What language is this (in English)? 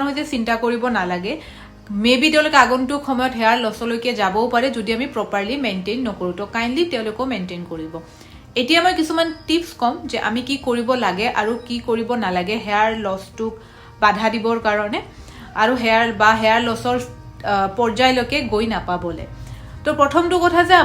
Assamese